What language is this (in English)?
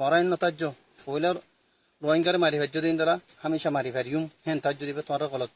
Rohingya